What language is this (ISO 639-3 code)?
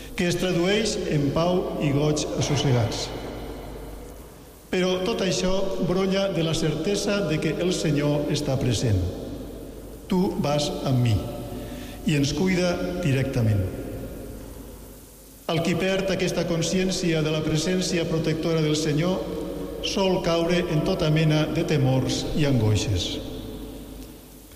cat